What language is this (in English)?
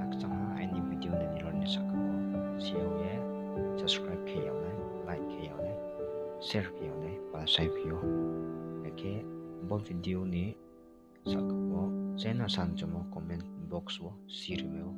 Riang (India)